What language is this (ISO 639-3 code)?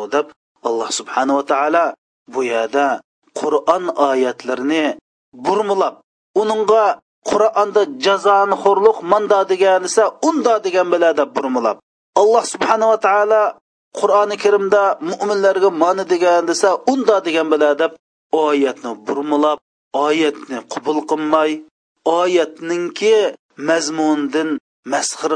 uig